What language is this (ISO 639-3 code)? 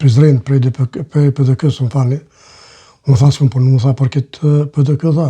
sqi